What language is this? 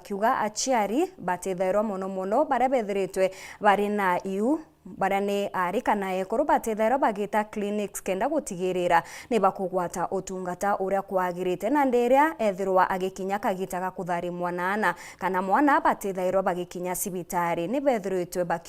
Meru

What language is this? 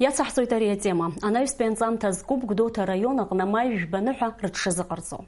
Abkhazian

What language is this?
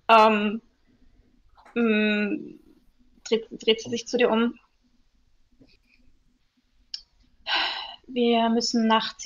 German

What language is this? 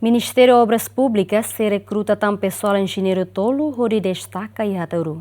Tetum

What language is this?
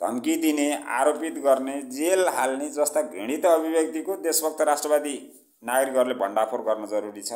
Nepali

